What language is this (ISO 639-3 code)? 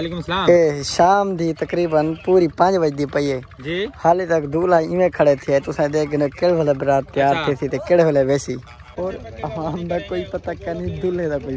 skr